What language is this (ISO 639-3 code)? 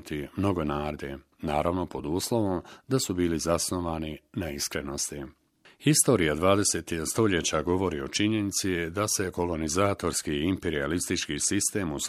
bos